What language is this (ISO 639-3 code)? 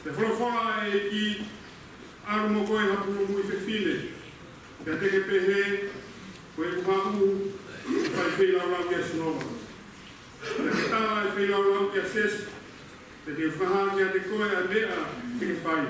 ton